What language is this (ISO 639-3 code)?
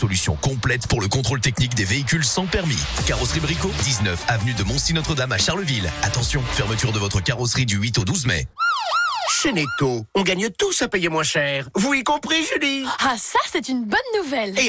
fra